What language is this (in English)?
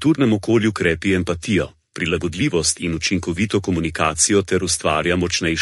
Slovenian